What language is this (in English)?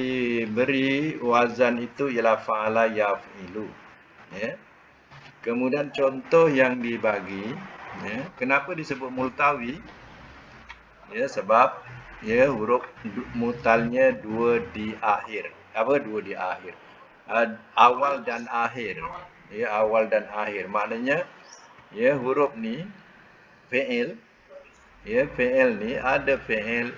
Malay